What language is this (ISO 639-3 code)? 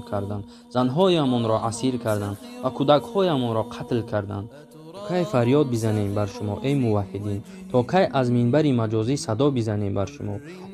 tgk